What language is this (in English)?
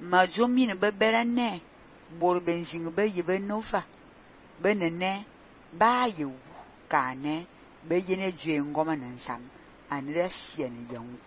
Fang